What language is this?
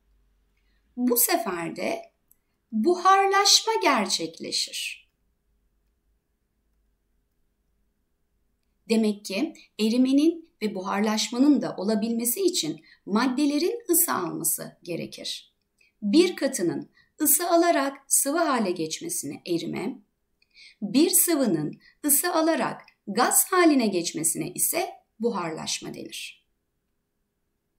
Turkish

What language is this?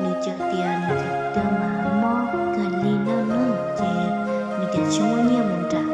Hmong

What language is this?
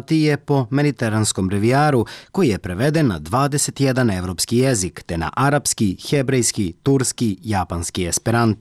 Serbian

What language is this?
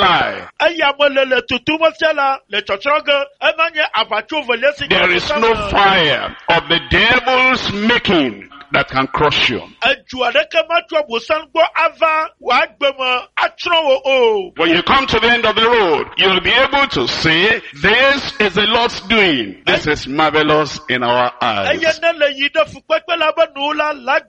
Ewe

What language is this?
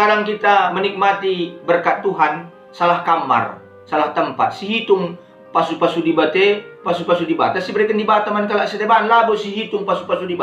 Batak Karo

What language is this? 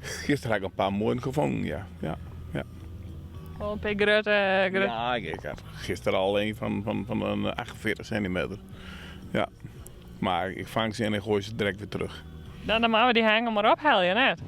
Western Frisian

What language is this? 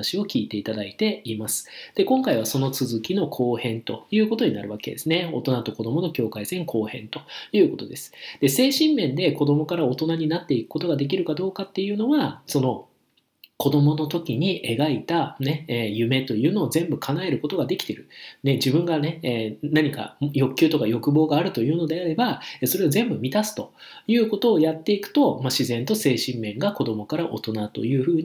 Japanese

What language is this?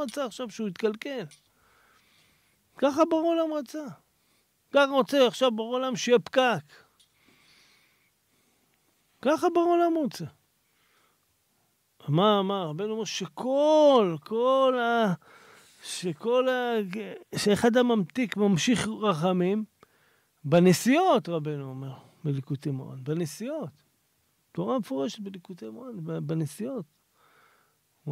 Hebrew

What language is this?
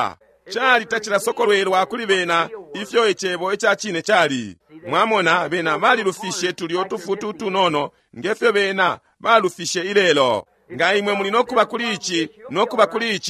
Bemba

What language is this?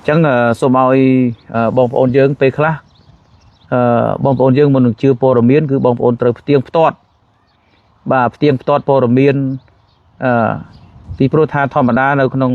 Khmer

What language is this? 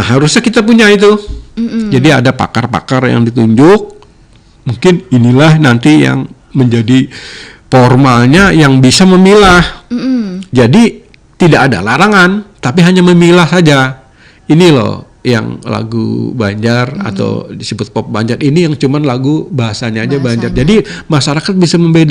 Banjar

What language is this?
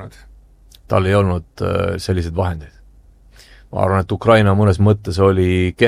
Estonian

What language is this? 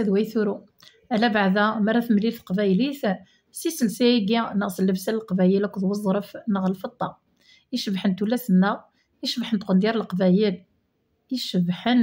Kabyle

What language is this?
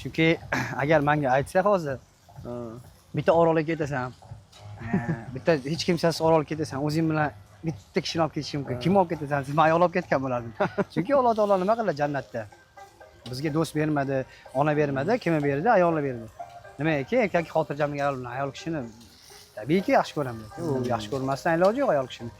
Uzbek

